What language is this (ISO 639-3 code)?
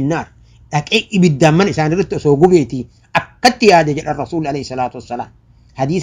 orm